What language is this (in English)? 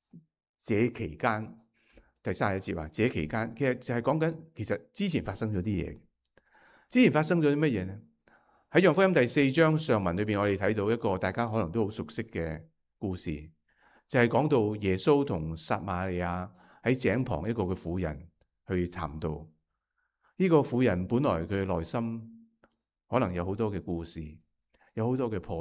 Cantonese